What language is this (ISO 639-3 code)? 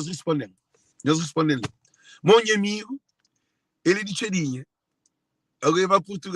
kea